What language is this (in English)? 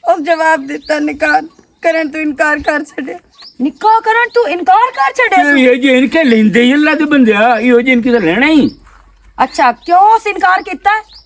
Western Panjabi